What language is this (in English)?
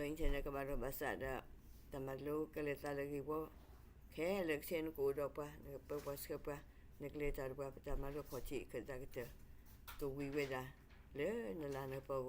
S'gaw Karen